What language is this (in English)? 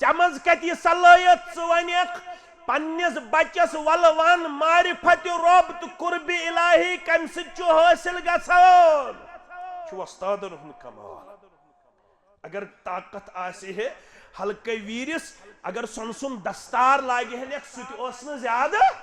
Kashmiri